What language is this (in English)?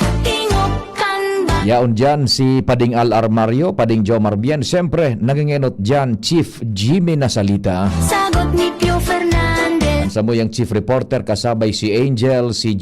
Bikol